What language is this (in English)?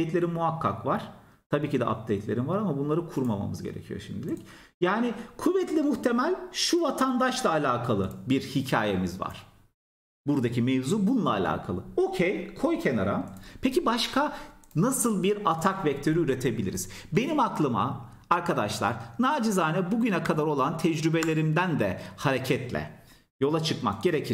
Turkish